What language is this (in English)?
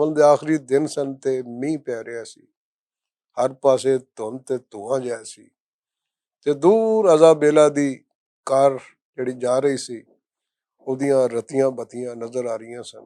Western Panjabi